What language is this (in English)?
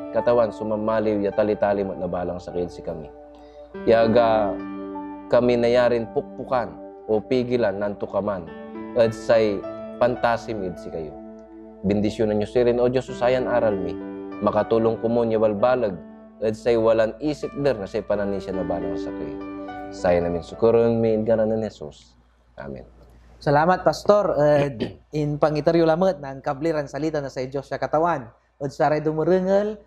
Pangasinan